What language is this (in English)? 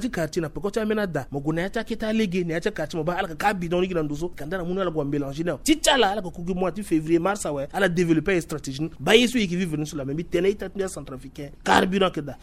Sango